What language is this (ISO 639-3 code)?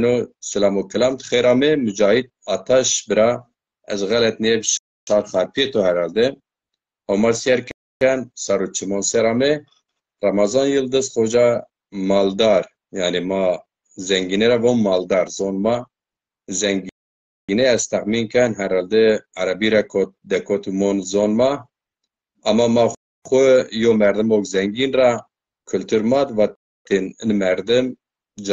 zza